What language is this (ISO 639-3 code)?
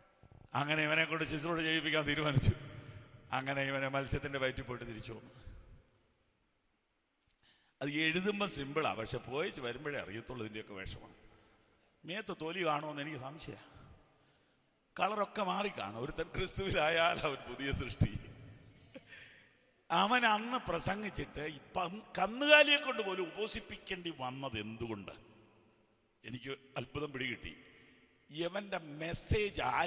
mal